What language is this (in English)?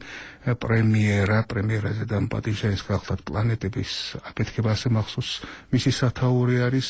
Georgian